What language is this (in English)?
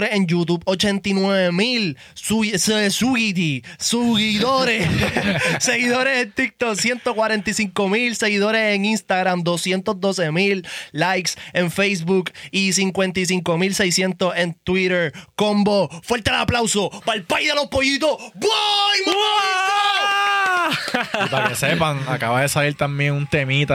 Spanish